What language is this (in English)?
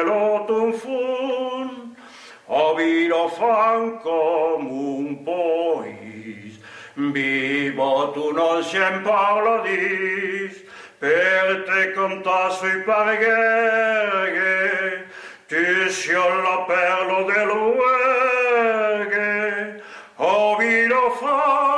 Occitan